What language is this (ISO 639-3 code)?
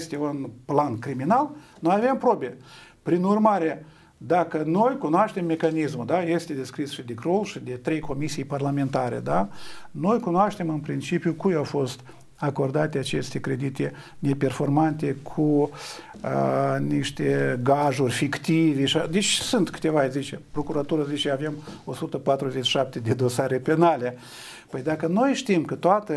ron